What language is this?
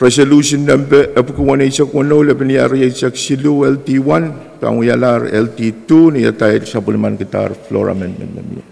Pohnpeian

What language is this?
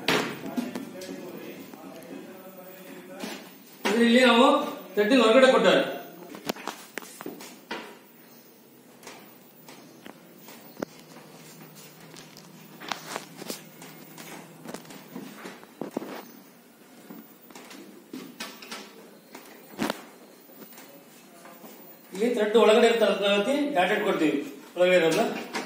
Kannada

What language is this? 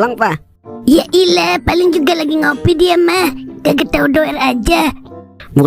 Betawi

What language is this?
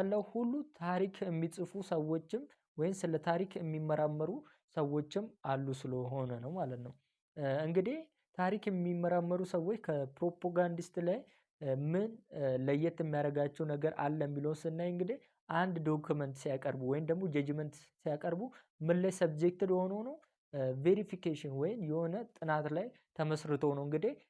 Amharic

